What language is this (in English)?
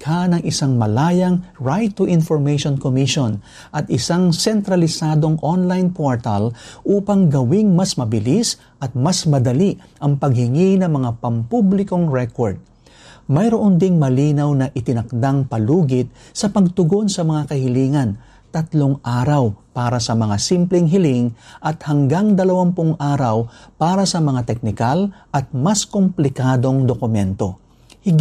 Filipino